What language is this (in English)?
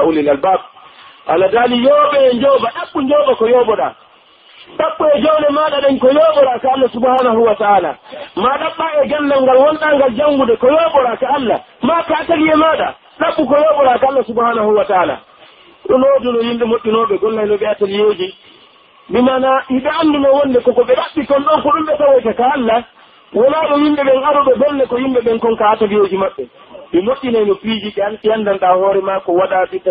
Pular